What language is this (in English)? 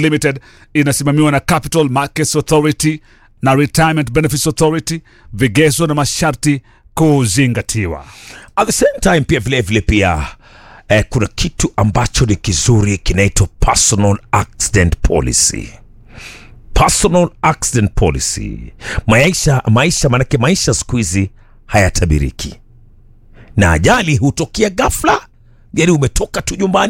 Swahili